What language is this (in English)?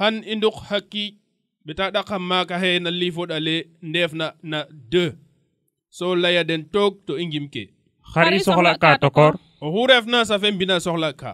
Serer